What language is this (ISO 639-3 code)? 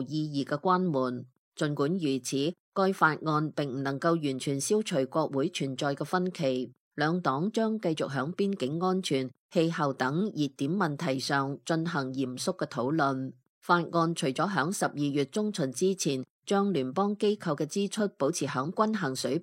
yue